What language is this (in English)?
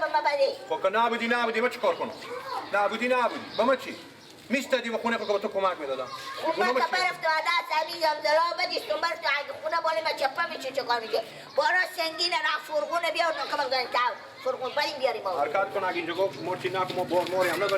Persian